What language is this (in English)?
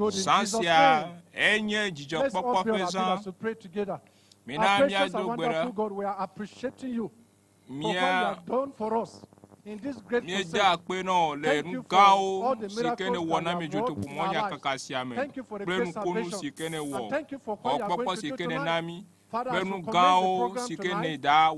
Ewe